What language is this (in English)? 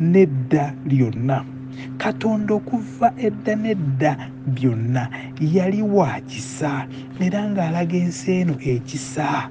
Ganda